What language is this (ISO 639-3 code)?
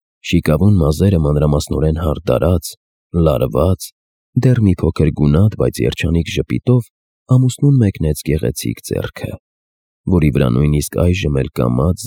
hye